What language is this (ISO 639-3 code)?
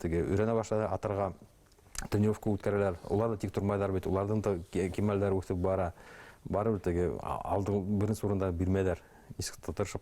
bak